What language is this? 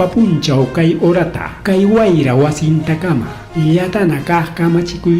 Ayacucho Quechua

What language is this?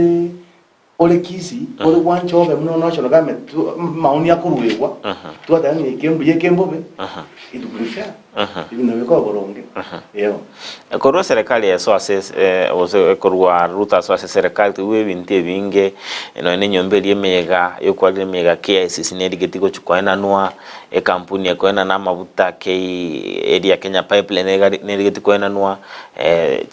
Gusii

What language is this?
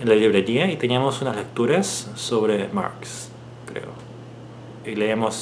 Spanish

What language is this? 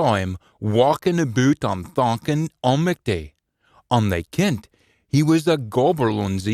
Scots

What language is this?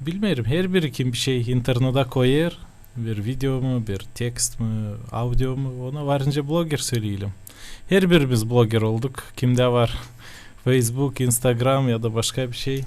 Gagauz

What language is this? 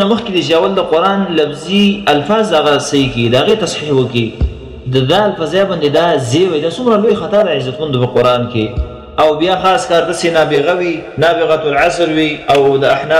Pashto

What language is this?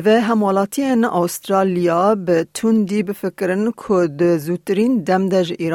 Kurdish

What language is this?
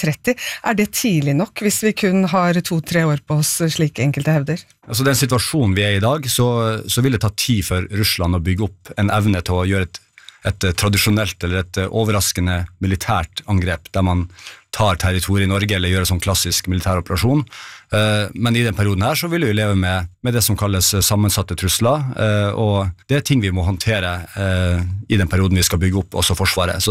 Norwegian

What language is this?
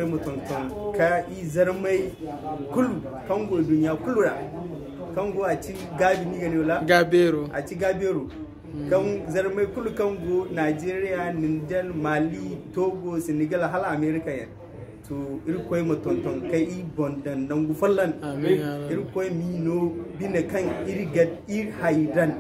Zarma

